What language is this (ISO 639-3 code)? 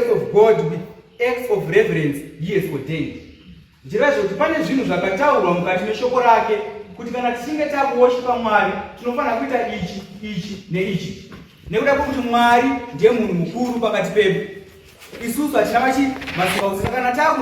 sna